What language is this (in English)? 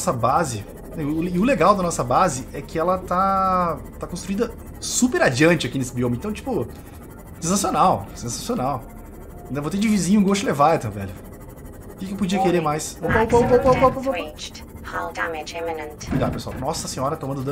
Portuguese